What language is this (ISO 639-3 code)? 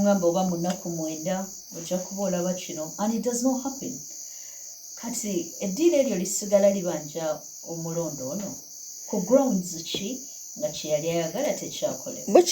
lug